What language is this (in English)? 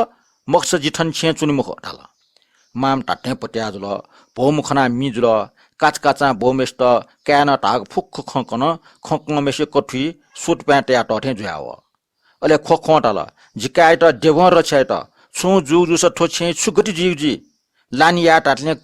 Newari